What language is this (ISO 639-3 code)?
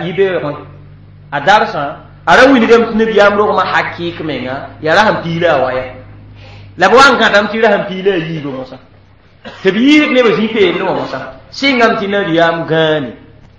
mos